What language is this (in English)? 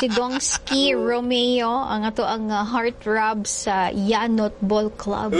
Cebuano